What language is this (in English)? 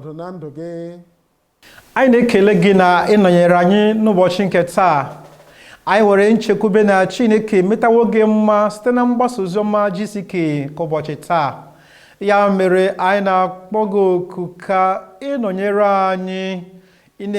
Igbo